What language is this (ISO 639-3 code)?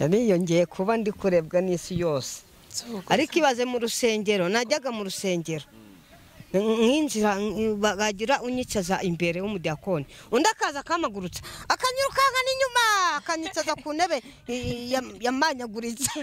kin